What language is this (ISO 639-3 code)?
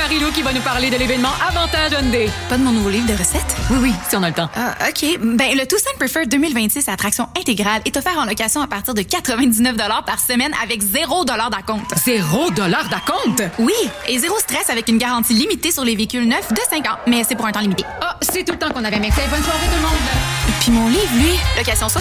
fra